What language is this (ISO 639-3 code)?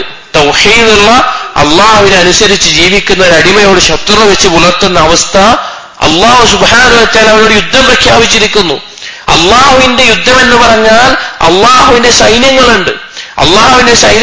mal